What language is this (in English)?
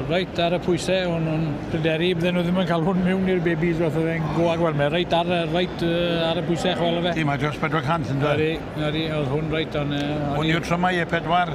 Welsh